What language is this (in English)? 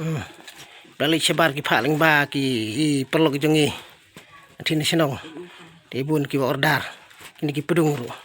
Khasi